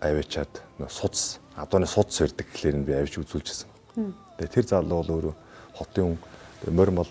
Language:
Mongolian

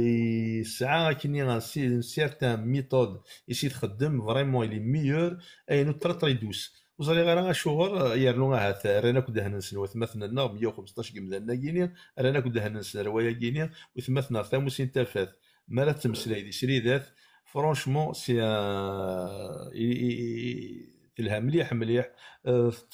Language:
Kabyle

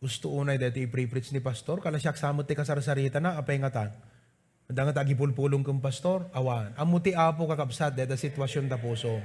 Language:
Iloko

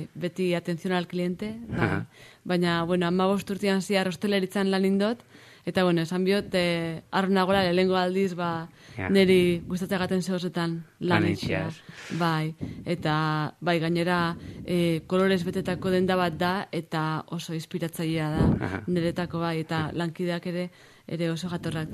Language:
Basque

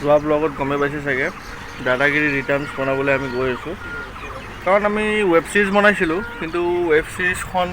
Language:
Assamese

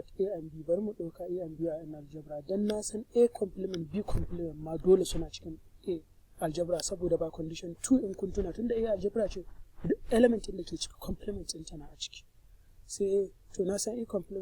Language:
Hausa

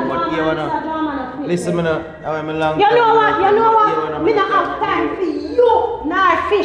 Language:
Jamaican Creole English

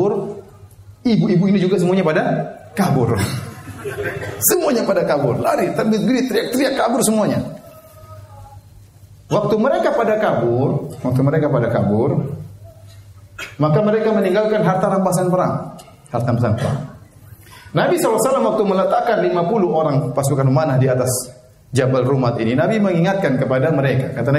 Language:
Indonesian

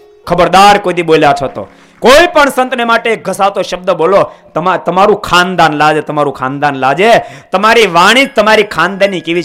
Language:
Gujarati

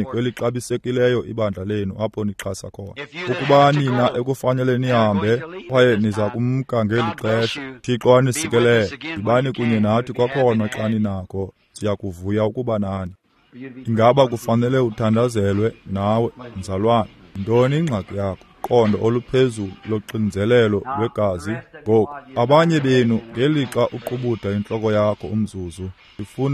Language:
Xhosa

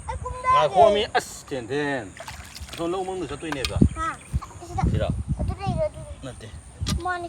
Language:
Manipuri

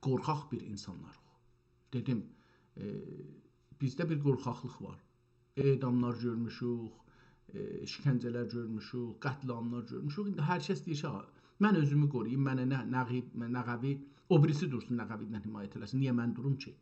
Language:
South Azerbaijani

